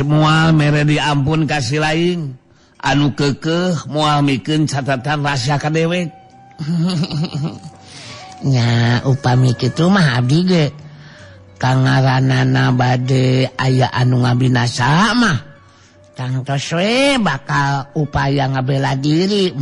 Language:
Sundanese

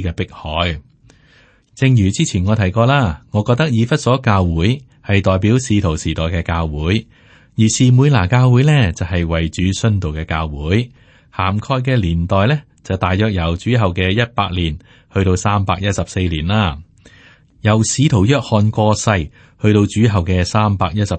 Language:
Cantonese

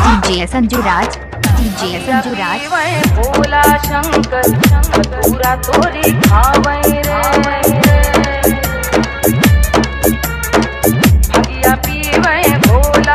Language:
Bhojpuri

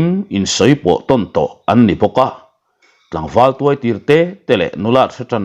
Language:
Mizo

